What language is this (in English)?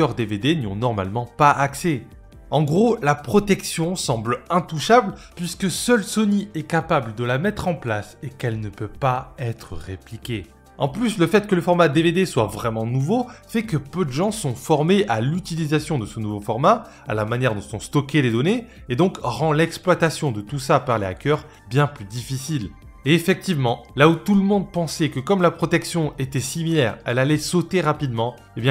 French